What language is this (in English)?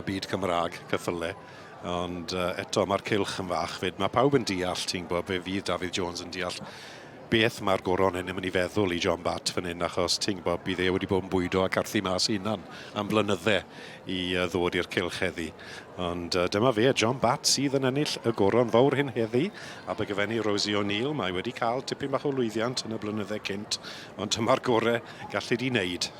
Welsh